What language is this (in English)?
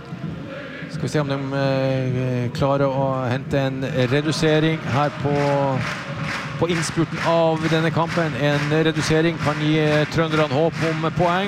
Norwegian